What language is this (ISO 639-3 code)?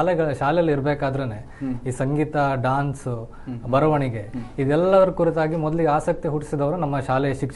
kan